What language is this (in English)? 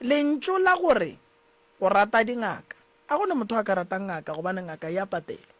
Northern Sotho